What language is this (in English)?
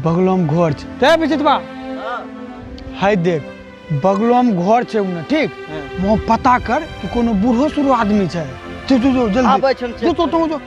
Maithili